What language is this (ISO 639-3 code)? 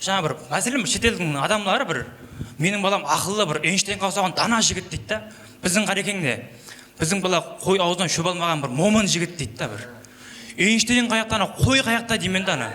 kaa